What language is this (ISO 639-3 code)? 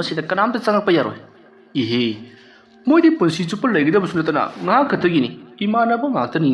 mni